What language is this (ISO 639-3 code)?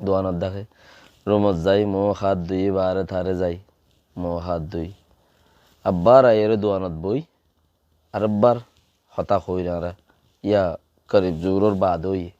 rhg